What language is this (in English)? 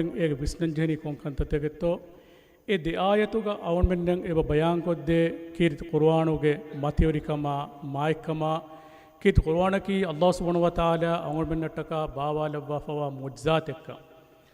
Divehi